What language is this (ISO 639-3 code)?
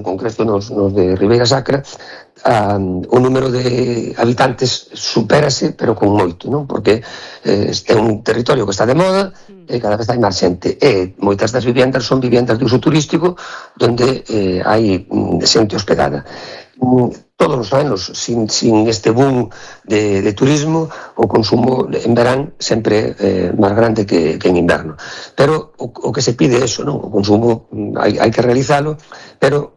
glg